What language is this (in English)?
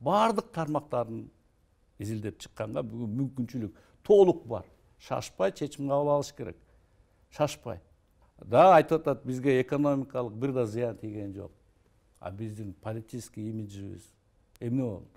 Kyrgyz